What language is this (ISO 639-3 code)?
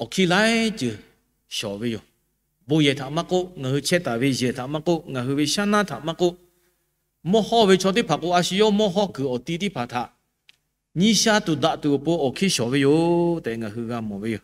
lhu